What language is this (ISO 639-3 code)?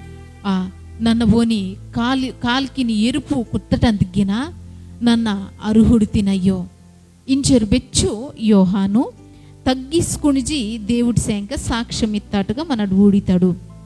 kff